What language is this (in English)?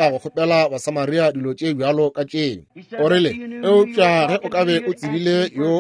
Northern Sotho